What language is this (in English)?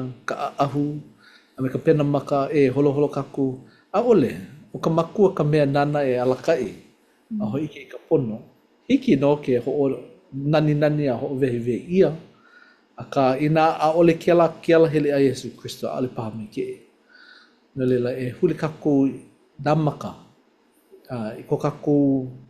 Hawaiian